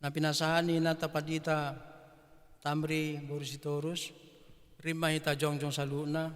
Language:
Batak Toba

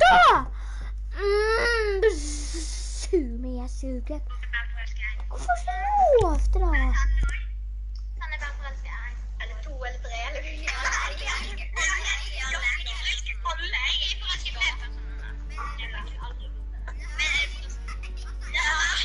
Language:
Norwegian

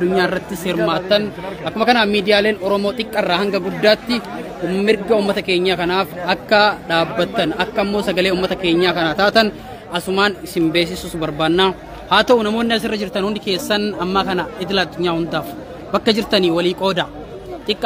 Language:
Oromo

